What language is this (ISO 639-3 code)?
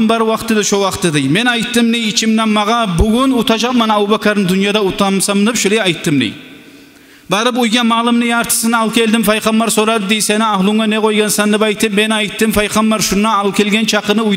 kum